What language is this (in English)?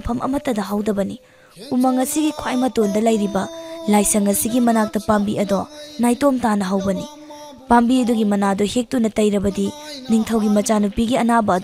Manipuri